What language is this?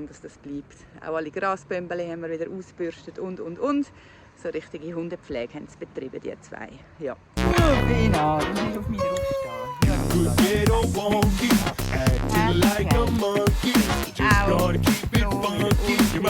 Swiss German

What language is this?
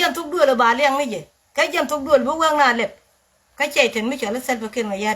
Nuer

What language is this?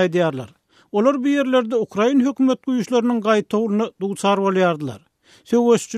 Turkmen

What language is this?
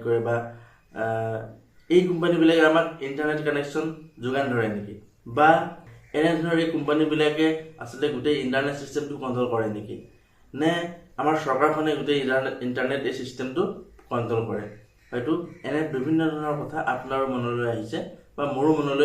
Assamese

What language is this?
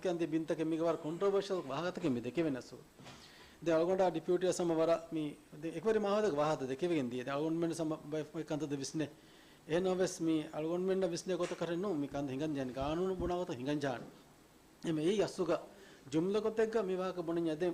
Divehi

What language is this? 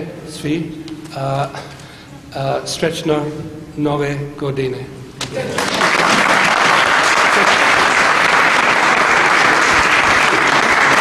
Serbian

